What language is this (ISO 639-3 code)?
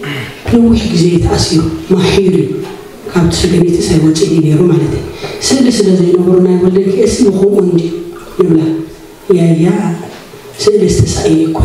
tir